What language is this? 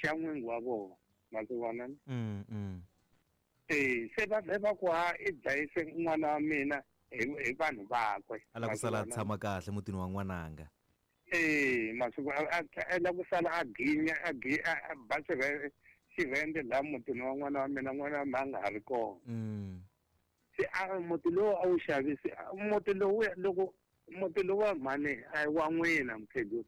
Tsonga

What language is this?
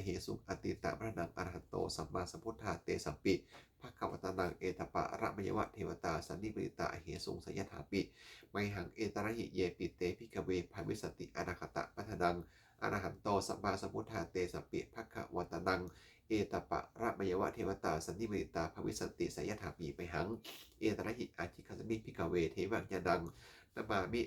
Pali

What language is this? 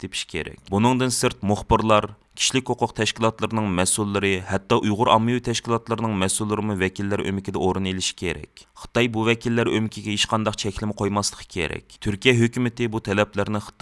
Uyghur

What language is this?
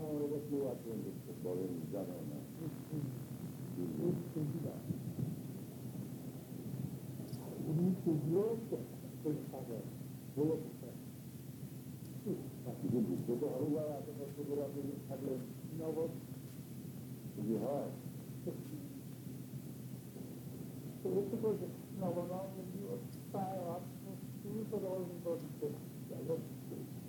Bangla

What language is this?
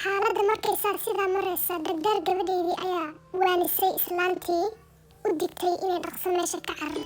Somali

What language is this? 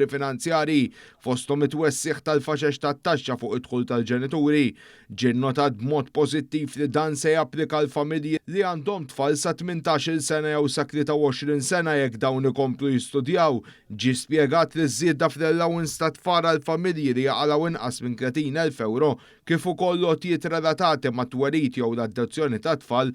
Maltese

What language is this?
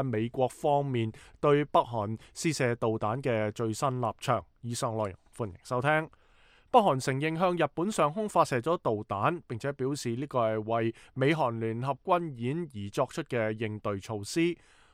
Cantonese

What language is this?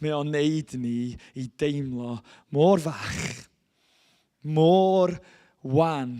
Welsh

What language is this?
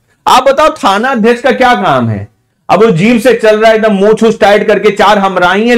Hindi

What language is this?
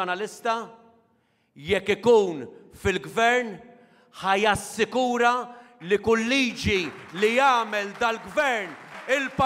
Maltese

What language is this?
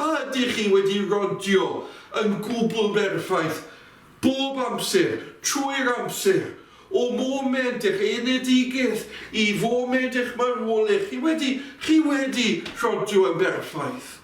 Welsh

